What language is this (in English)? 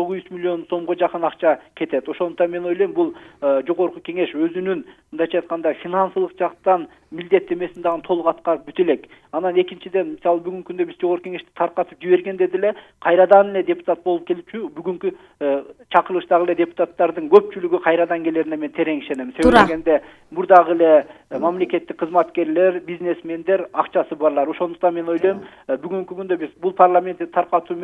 Kyrgyz